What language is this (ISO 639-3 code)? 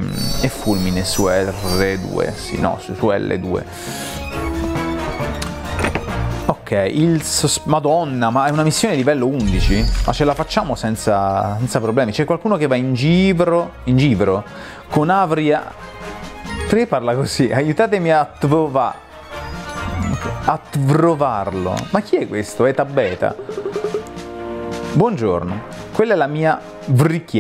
ita